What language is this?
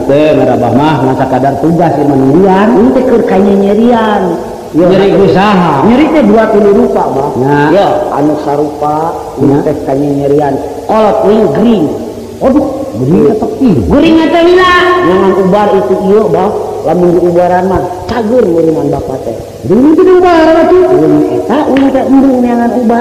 Sundanese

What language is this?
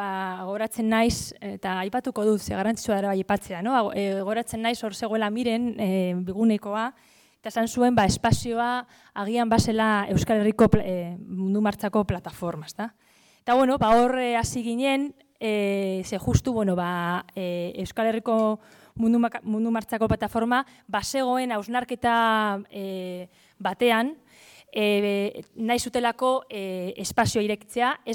Basque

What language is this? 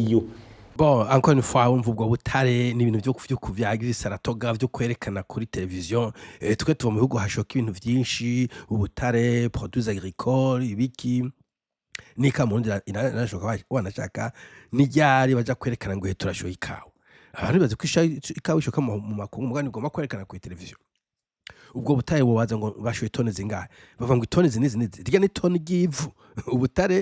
Rundi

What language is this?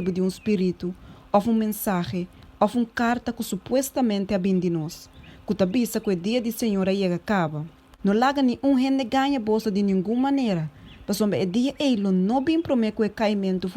Papiamento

